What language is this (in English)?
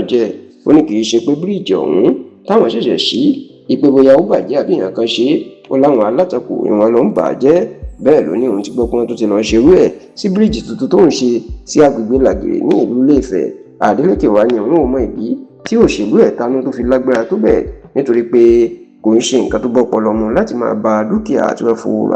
Yoruba